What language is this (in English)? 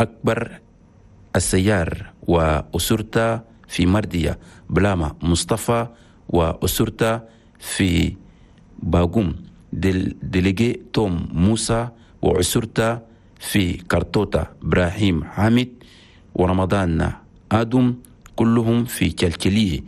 Chadian Arabic